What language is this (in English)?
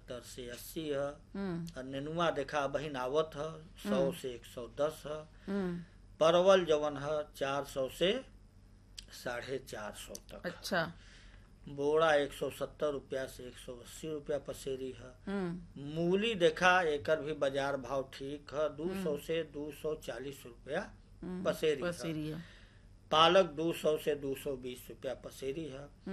Bhojpuri